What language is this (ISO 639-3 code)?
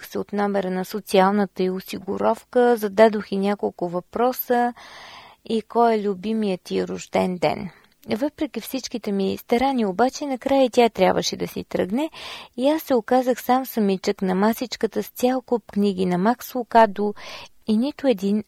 bul